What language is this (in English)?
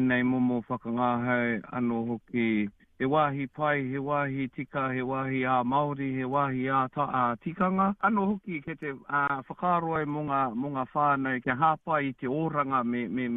Māori